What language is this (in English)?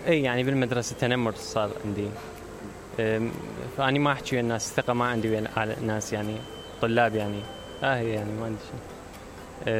Mesopotamian Arabic